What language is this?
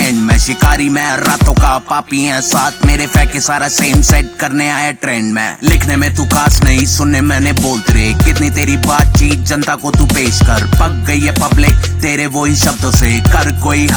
Hindi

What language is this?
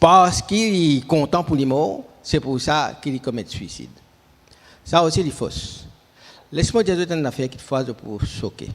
Morisyen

